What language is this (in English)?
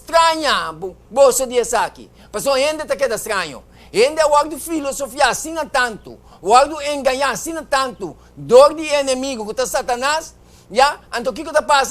Papiamento